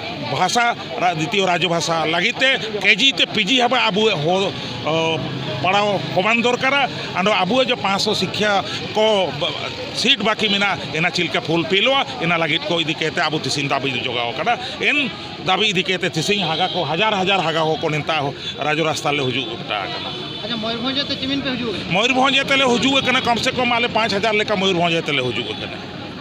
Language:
Santali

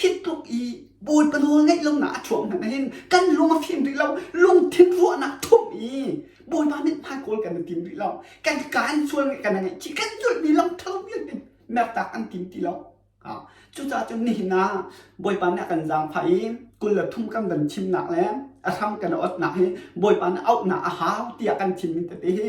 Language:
Hakha Chin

